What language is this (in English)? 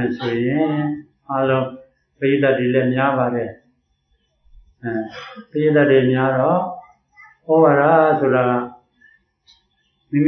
Burmese